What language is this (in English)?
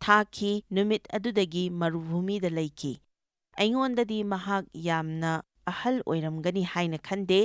Manipuri